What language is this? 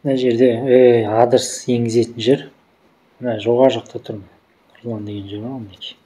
Kazakh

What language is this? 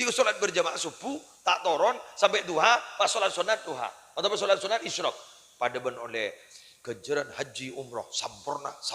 Madurese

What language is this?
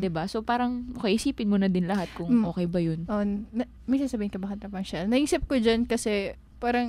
Filipino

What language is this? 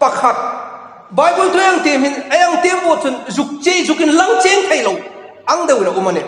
Hmar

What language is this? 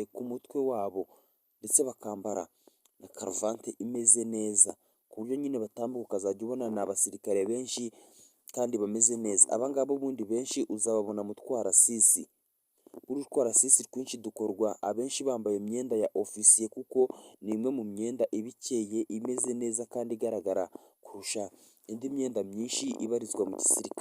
Kinyarwanda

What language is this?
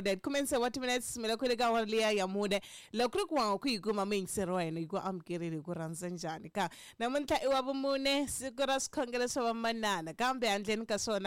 Tsonga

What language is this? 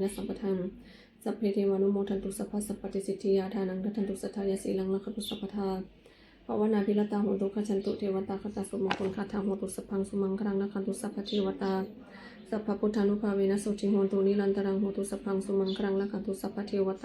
Pali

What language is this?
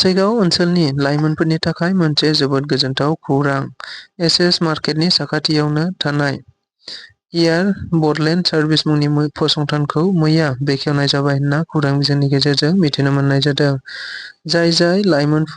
Bodo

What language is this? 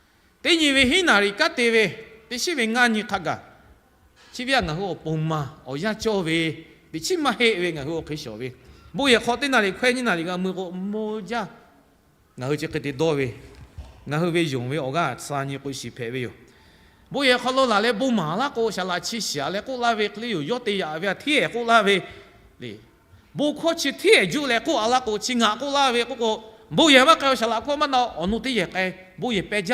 Lahu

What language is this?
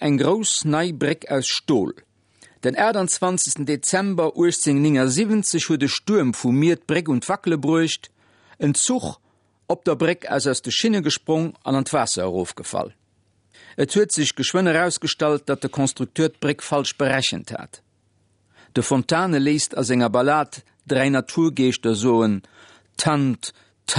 Luxembourgish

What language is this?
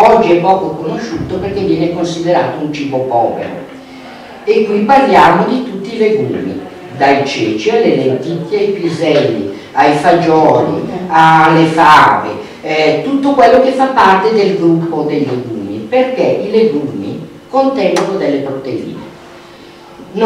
Italian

